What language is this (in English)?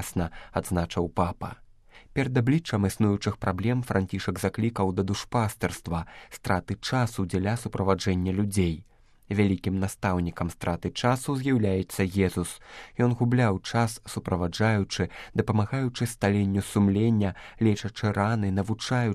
Belarusian